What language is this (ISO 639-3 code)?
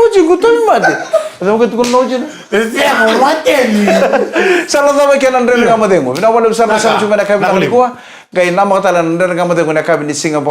fij